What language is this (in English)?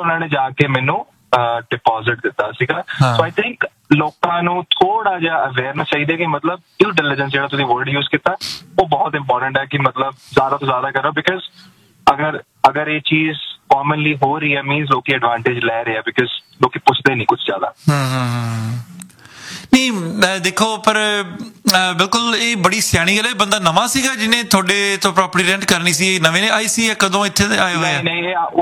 Punjabi